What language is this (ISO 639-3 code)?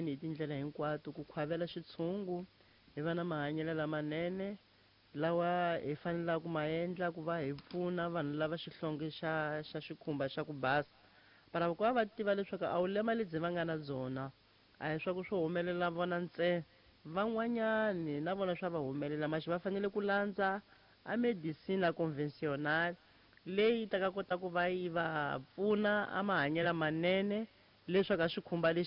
tso